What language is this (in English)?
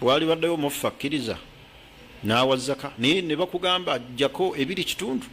Ganda